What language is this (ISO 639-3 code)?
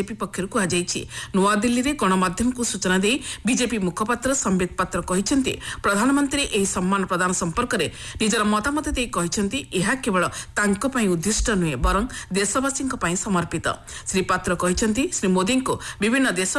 ori